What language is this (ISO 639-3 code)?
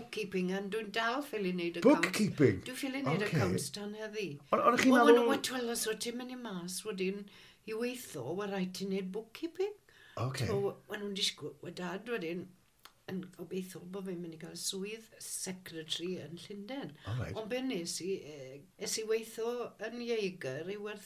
cym